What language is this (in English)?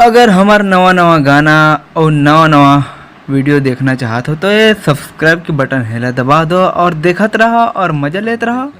Chhattisgarhi